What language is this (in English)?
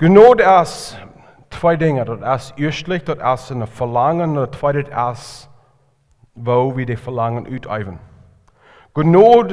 Plautdietsch